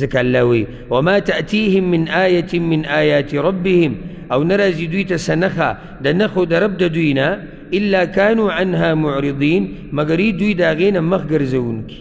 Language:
Pashto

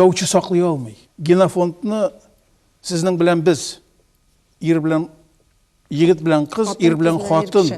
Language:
Tatar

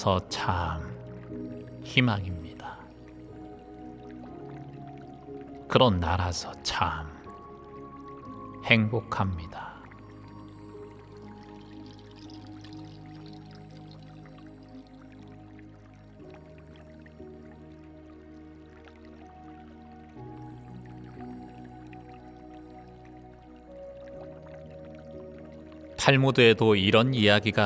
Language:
Korean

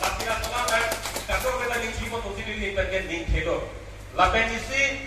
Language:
Karbi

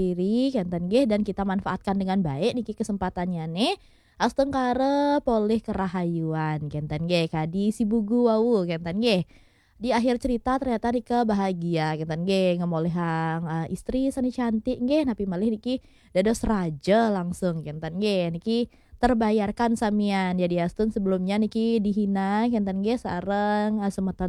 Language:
Balinese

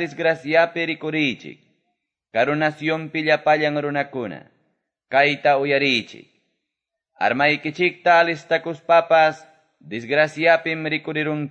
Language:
Quechua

